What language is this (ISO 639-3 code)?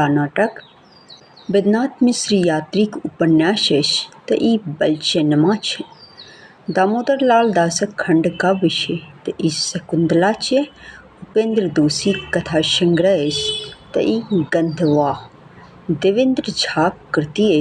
mai